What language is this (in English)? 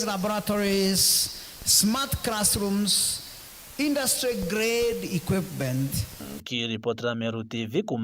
Meru